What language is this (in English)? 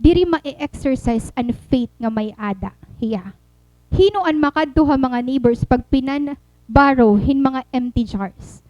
Waray